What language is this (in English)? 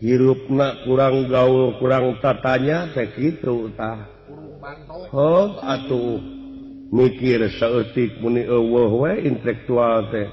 Sundanese